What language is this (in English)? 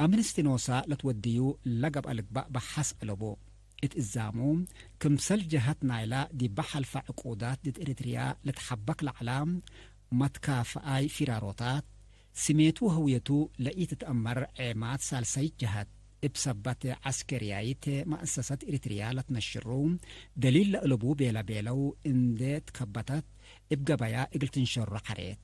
Tigre